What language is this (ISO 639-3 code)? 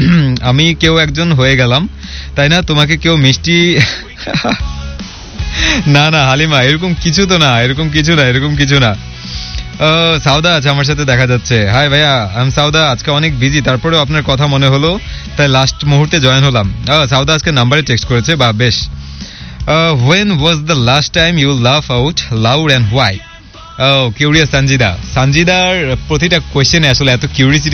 ben